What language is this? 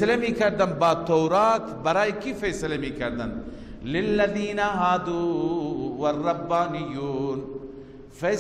Persian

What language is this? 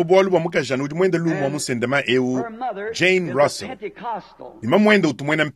Luba-Lulua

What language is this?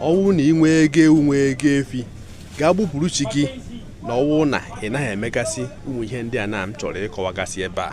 Igbo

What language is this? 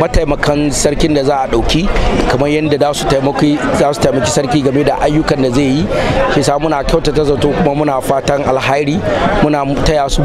Hausa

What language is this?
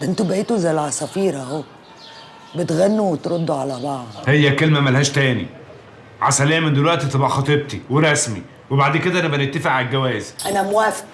Egyptian Arabic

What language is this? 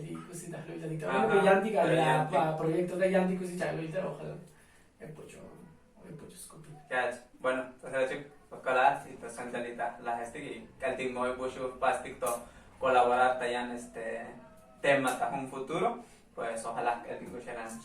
Tzotzil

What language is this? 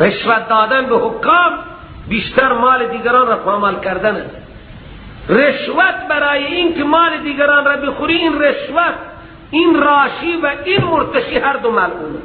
Persian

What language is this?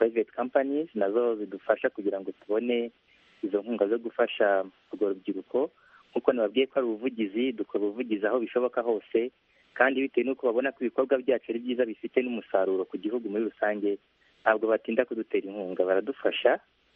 Kinyarwanda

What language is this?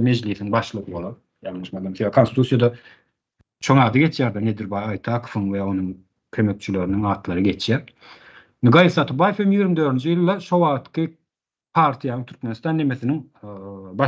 Turkmen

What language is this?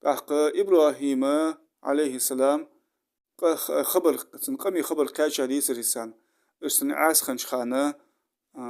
Ingush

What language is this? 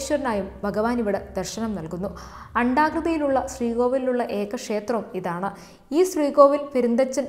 Malayalam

